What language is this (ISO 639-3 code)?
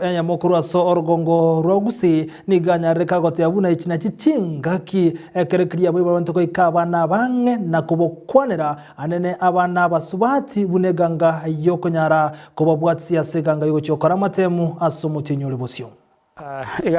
guz